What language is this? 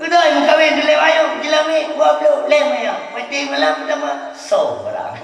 Achinese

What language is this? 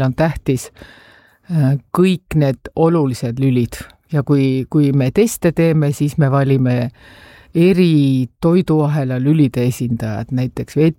Estonian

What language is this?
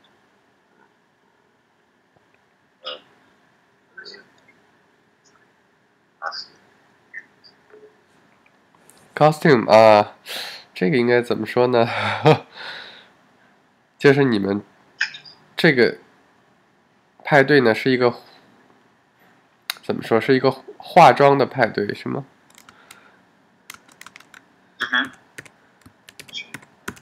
Chinese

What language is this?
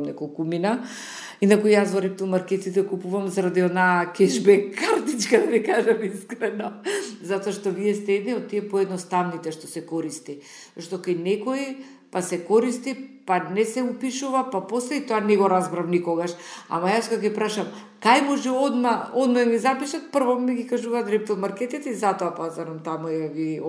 Macedonian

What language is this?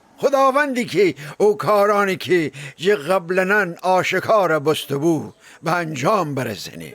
Gilaki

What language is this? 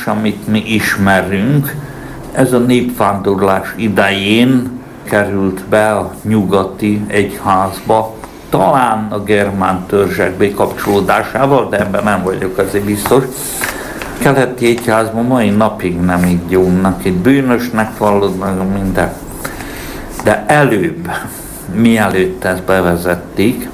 Hungarian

